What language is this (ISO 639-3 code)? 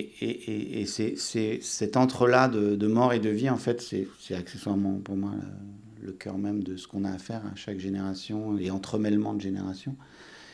fra